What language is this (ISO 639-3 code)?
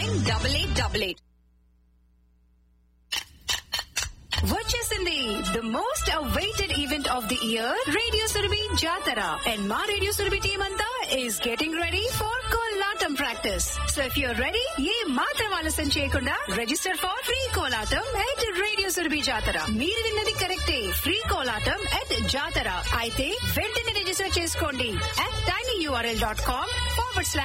tel